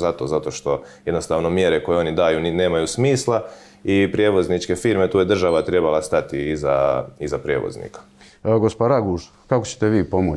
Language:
Croatian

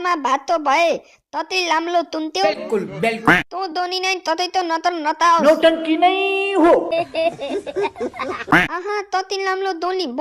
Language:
Nepali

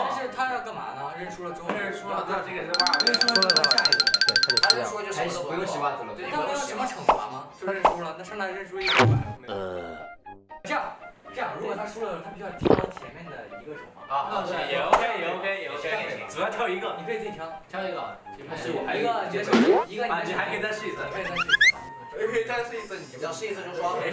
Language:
Chinese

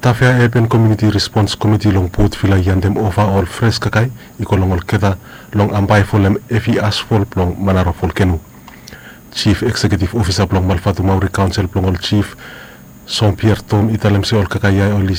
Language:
Bislama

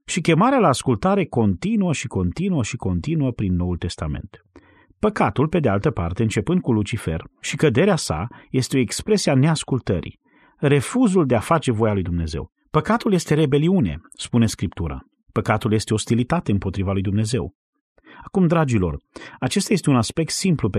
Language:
Romanian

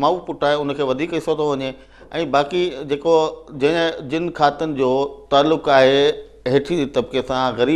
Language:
Sindhi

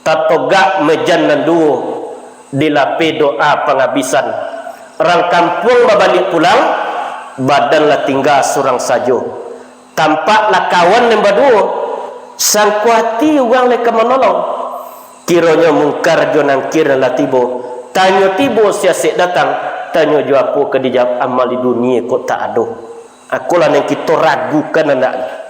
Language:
Minangkabau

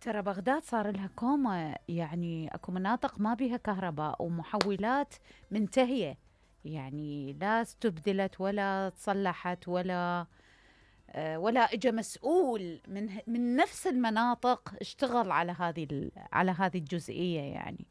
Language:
Mesopotamian Arabic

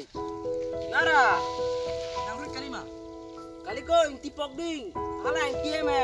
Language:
Karbi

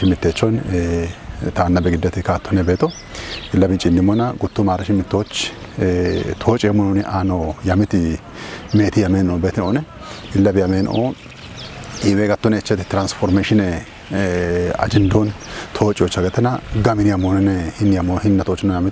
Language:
Kafa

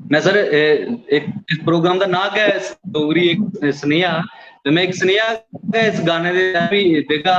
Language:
Dogri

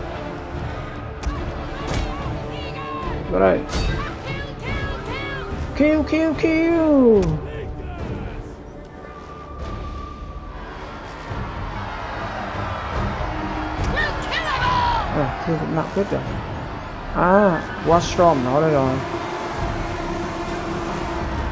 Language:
Vietnamese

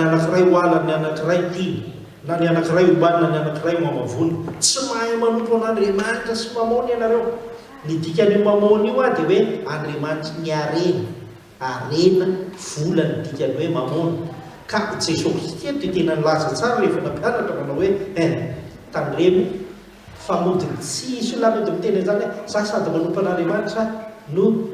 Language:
Malagasy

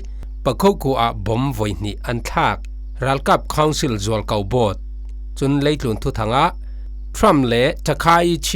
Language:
Falam Chin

